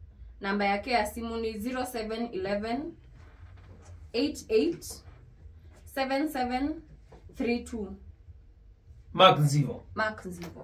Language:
Swahili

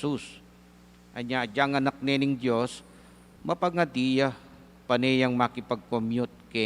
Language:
Pampanga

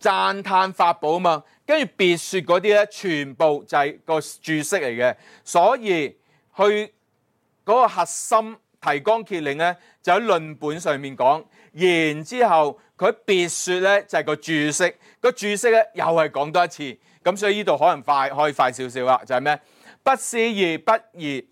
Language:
Cantonese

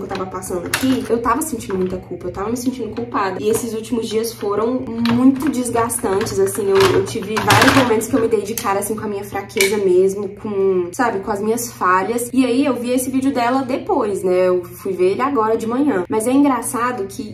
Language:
Portuguese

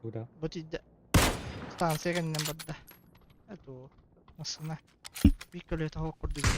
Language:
Yakut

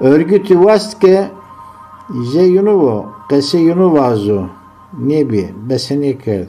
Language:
Zaza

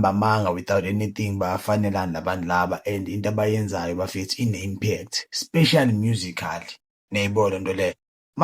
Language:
Zulu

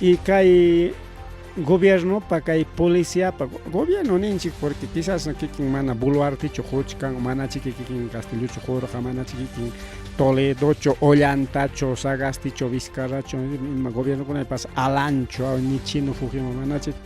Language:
Ayacucho Quechua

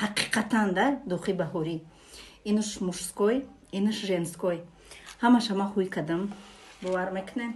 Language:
Tajik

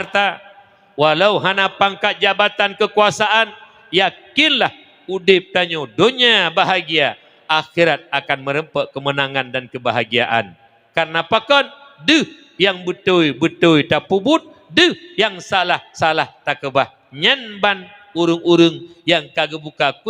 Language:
Achinese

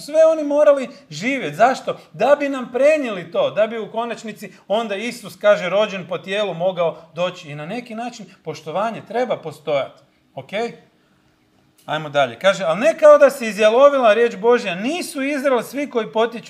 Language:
Croatian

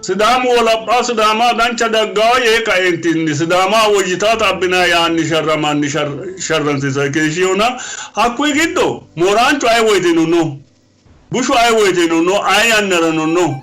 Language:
Sidamo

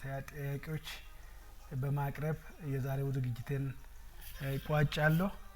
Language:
Amharic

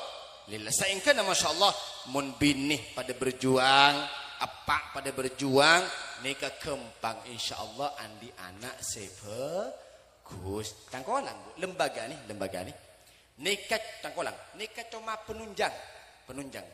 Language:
Madurese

